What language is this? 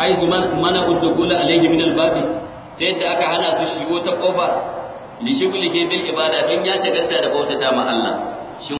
Hausa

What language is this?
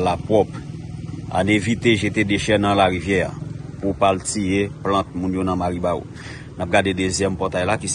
Haitian Creole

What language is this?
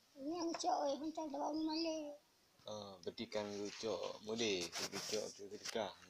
Achinese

